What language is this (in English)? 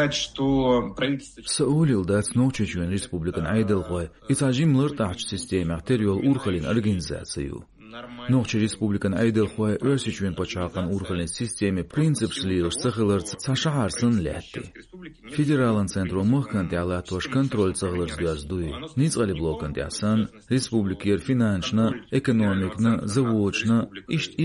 Chechen